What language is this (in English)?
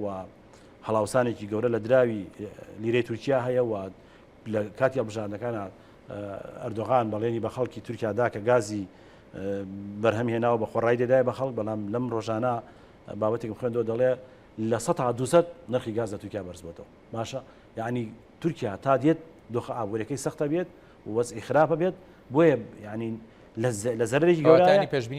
Central Kurdish